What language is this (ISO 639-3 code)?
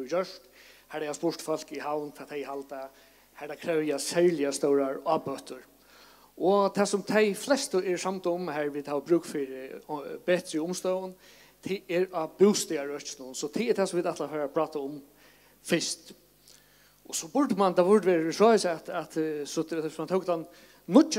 fao